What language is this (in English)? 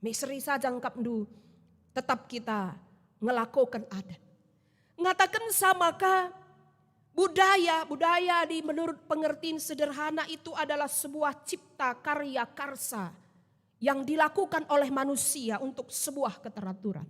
Batak Karo